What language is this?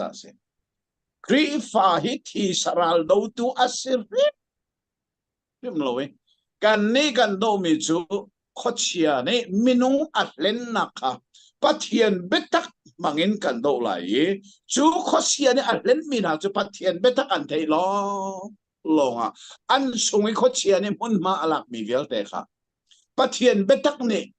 Hakha Chin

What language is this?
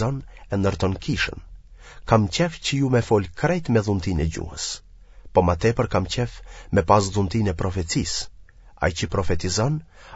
Albanian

